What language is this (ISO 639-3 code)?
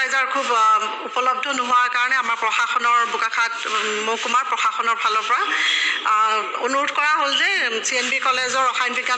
asm